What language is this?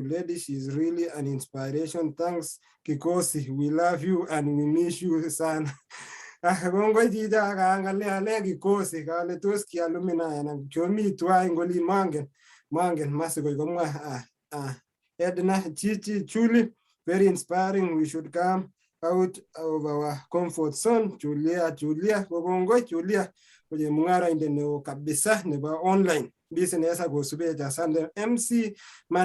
Kalenjin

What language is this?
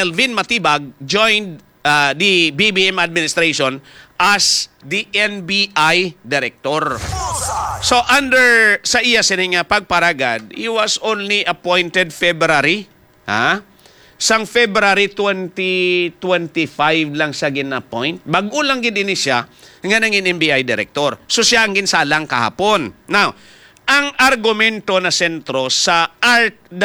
Hiligaynon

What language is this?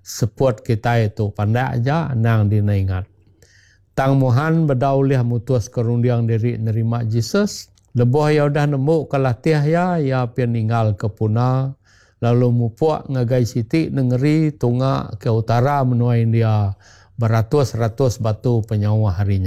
Iban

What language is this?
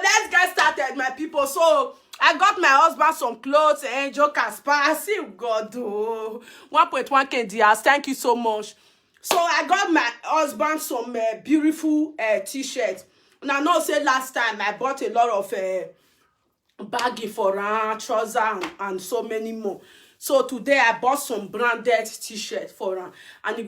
Nigerian Pidgin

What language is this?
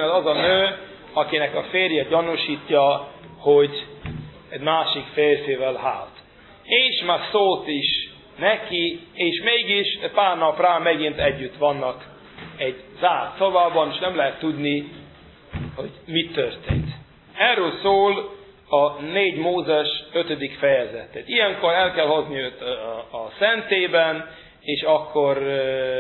Hungarian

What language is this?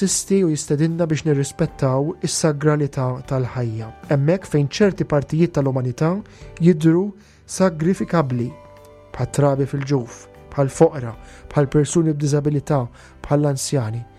Maltese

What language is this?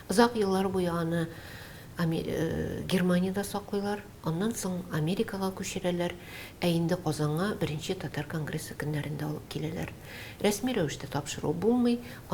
Tatar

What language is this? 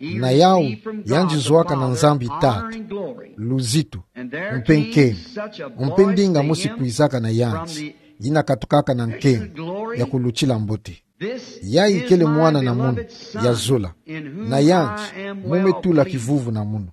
Kituba (Democratic Republic of Congo)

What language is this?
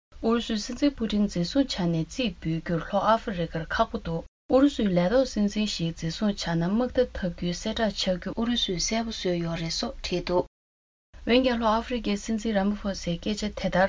Tibetan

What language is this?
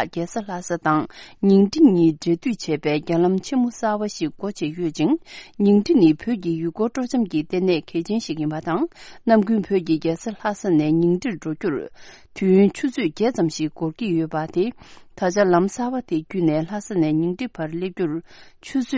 Tibetan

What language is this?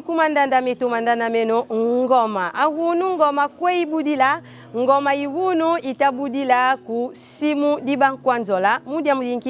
Kongo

